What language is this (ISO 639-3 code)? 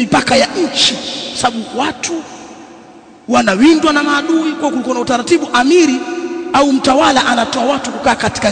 swa